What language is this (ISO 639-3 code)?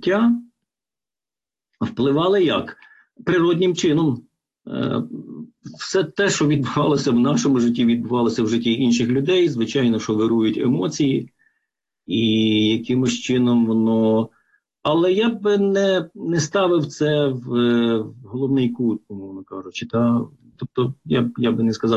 ukr